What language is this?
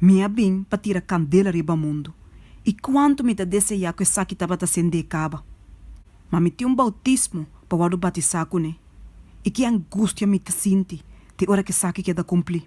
Papiamento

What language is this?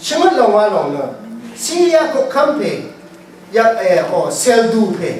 Rawang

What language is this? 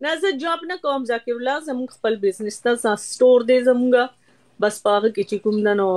Pashto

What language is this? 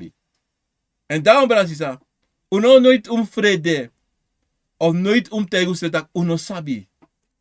Sranan Tongo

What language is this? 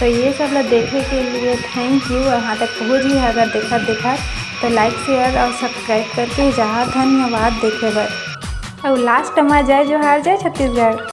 Chhattisgarhi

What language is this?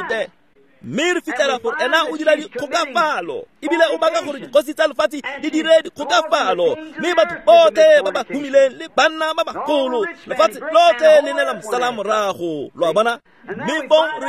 Tswana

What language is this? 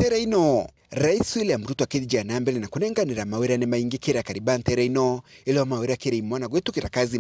Meru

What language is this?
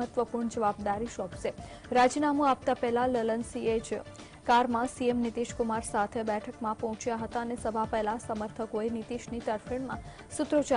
Gujarati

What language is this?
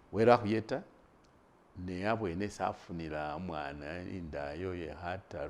Masaaba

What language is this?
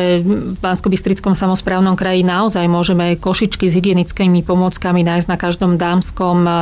Slovak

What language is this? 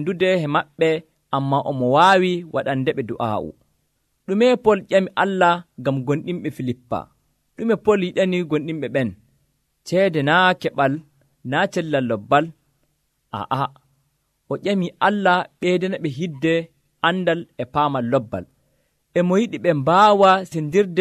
Nigerian Fulfulde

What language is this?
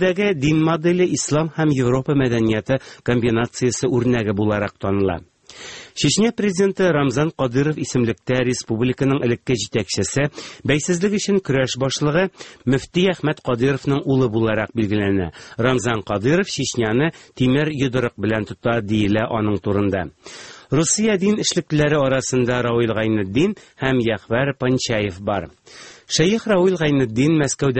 Tatar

